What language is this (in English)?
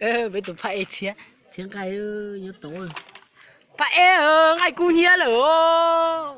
Hmong